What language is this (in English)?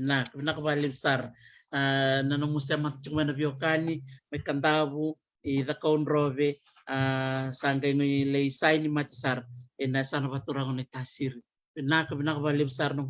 Fijian